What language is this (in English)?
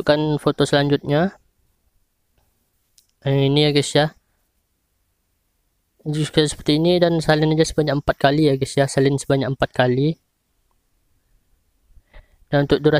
Indonesian